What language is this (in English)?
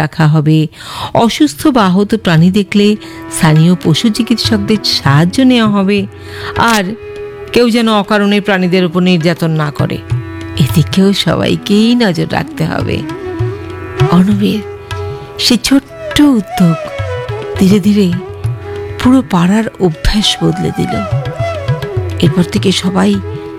Bangla